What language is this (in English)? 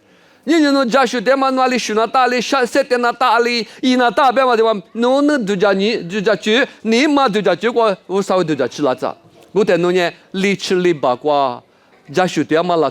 Lisu